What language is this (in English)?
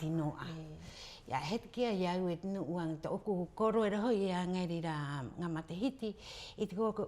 Rapanui